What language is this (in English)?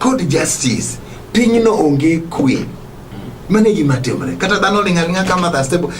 Luo (Kenya and Tanzania)